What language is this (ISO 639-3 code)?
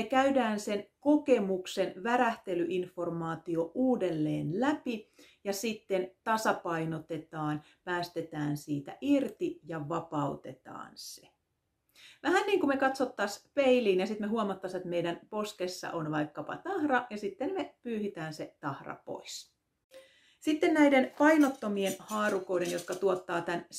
fin